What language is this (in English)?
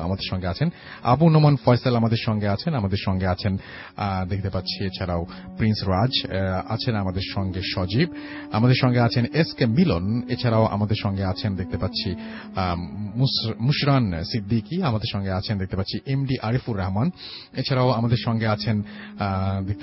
Bangla